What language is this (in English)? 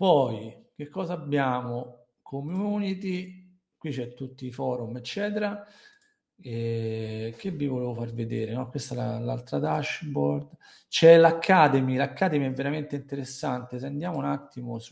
Italian